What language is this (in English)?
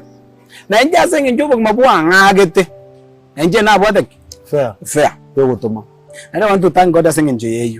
Gusii